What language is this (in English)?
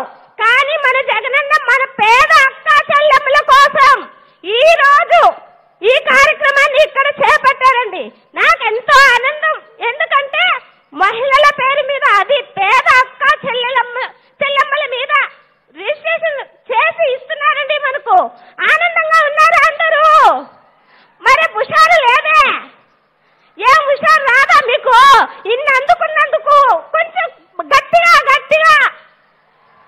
Telugu